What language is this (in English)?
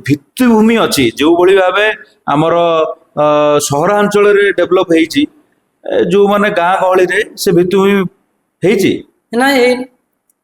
Odia